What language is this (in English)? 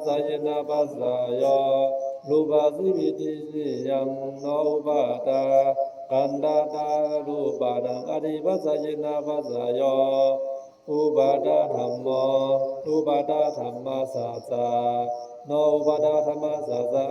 Pali